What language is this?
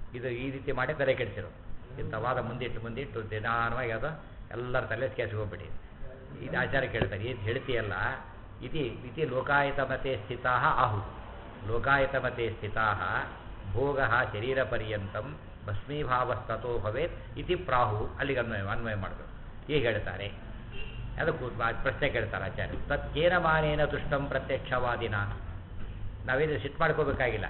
Kannada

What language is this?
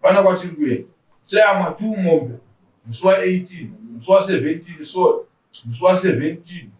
Shona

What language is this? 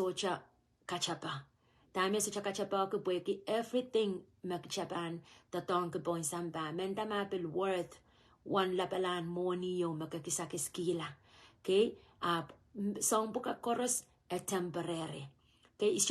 Pohnpeian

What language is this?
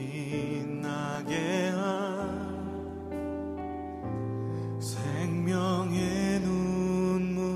Korean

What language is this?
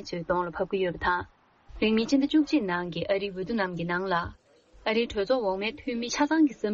Tibetan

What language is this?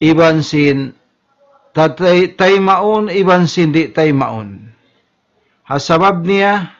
Tausug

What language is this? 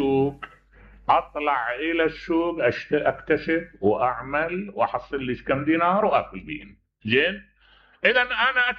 Mesopotamian Arabic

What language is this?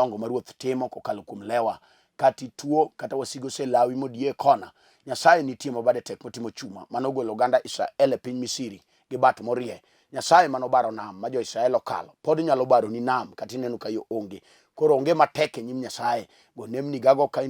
Luo (Kenya and Tanzania)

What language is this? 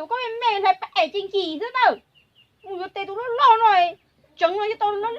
Hmong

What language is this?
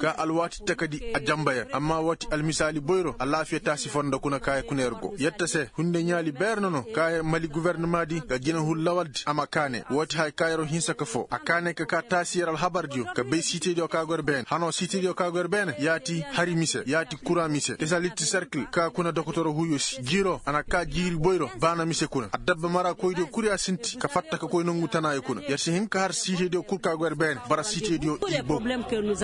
Koyraboro Senni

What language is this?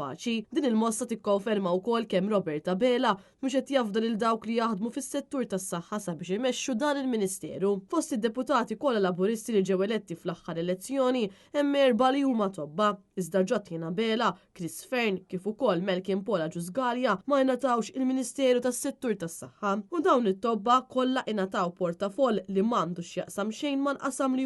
Maltese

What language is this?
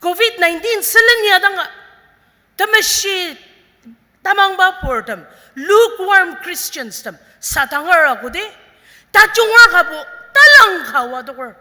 Ao Naga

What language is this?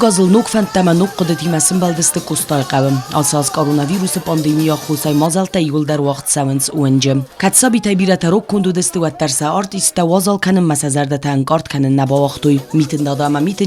Ossetic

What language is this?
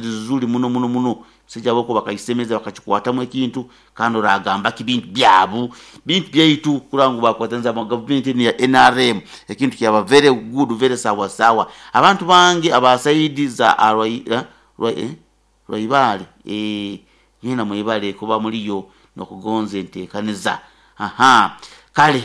Nyoro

